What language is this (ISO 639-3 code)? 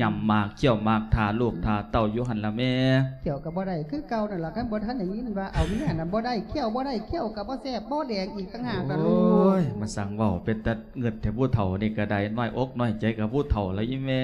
lao